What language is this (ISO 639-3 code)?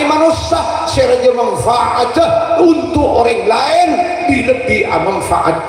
mad